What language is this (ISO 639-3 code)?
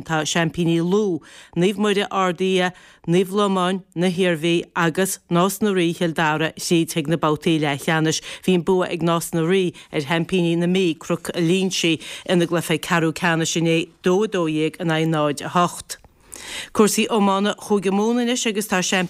gle